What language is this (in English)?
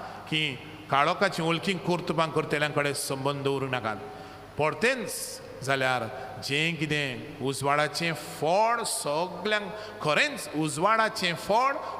Konkani